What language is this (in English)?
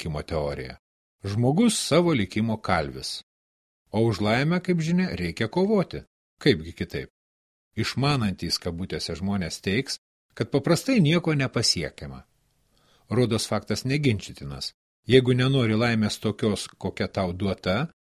Lithuanian